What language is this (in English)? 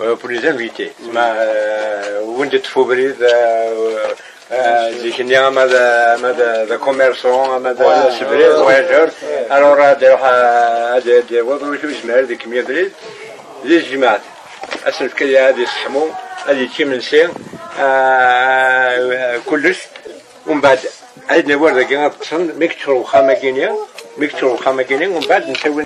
Kabyle